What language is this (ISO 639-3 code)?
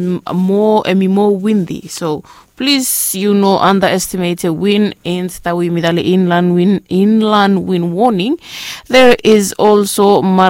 bis